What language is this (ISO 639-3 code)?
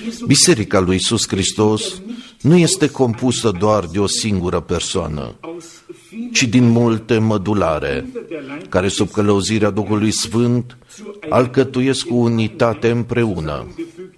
ron